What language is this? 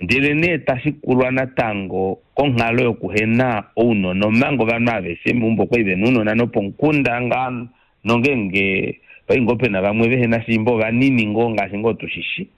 Kuanyama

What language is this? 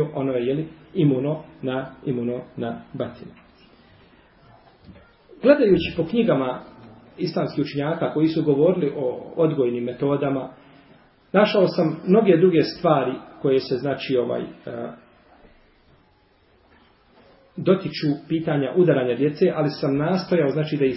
Bosnian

